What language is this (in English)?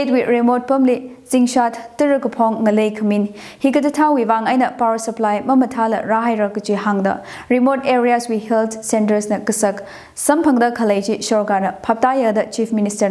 Tangkhul Naga (India)